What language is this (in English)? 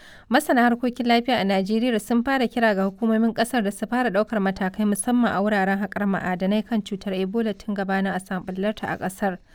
Hausa